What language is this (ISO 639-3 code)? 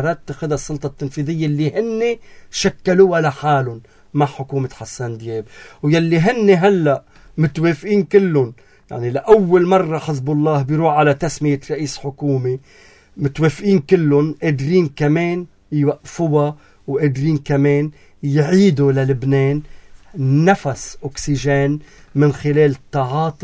apc